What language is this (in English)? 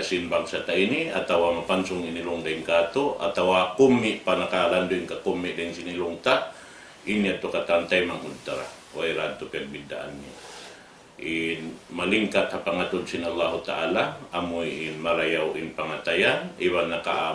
Tausug